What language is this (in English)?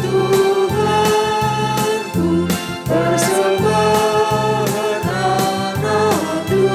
Batak Karo